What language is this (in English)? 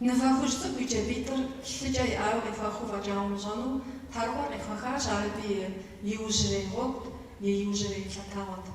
Kabardian